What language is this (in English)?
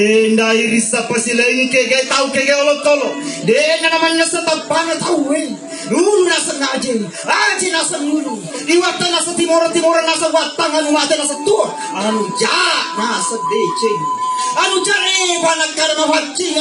Buginese